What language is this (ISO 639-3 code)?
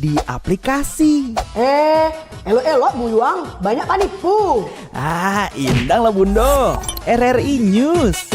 xmm